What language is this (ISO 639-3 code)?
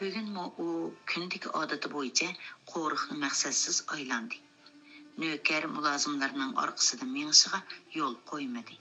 uig